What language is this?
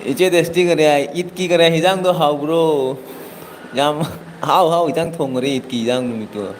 Manipuri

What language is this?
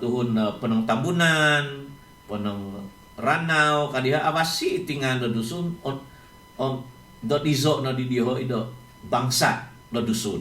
Central Dusun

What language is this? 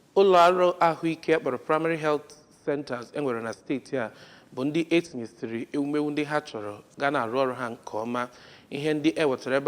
Igbo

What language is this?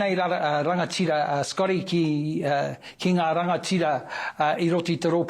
Māori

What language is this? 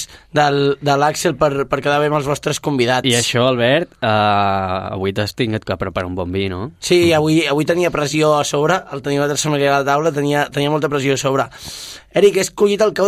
Catalan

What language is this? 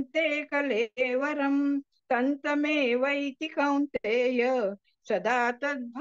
Sanskrit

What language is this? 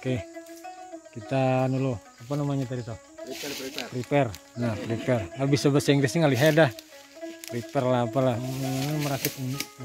Banjar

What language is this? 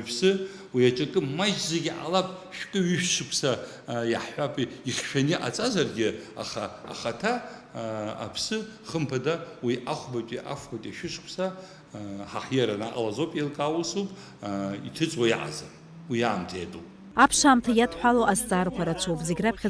Abkhazian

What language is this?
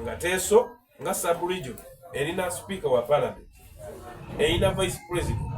Soga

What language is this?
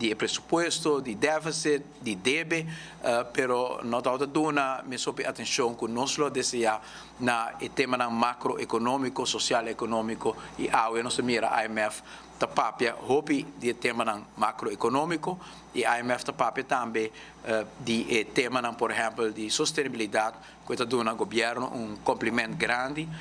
Papiamento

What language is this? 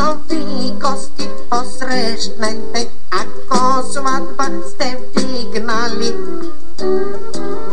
Bulgarian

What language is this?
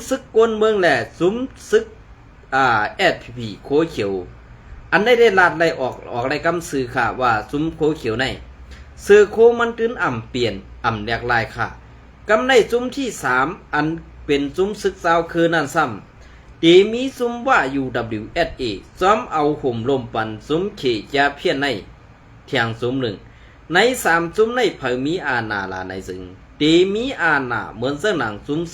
Shan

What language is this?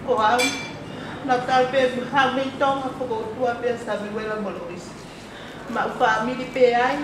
Tongan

